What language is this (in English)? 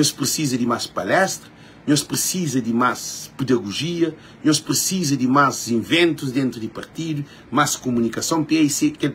Kabuverdianu